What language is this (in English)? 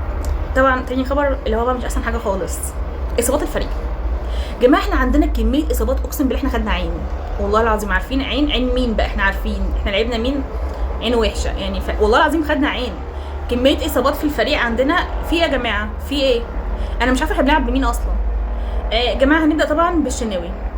Egyptian Arabic